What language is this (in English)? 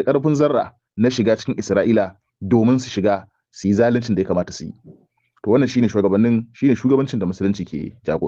Hausa